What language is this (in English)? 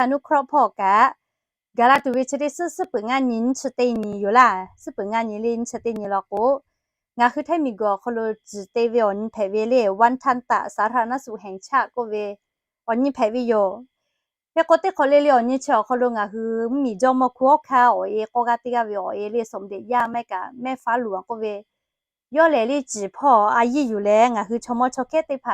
Lahu